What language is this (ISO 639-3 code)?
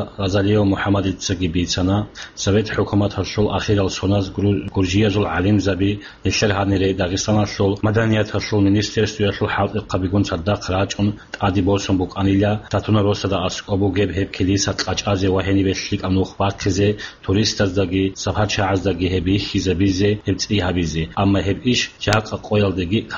ava